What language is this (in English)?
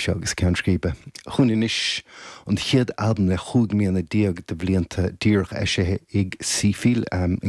Irish